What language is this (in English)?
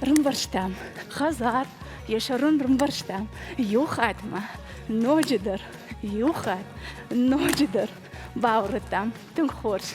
Ossetic